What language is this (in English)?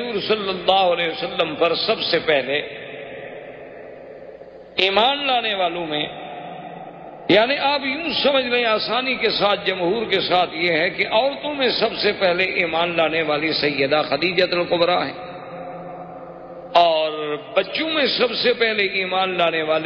Urdu